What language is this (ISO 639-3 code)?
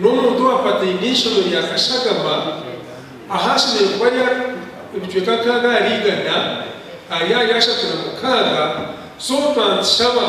nyn